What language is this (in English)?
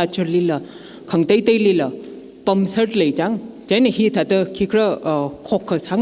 Tangkhul Naga (India)